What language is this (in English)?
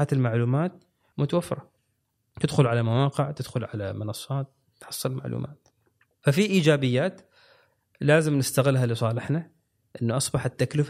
Gulf Arabic